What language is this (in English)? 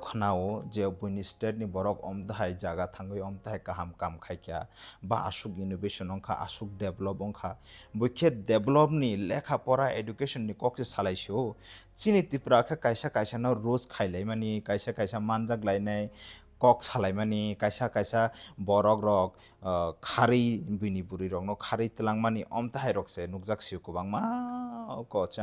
Kok Borok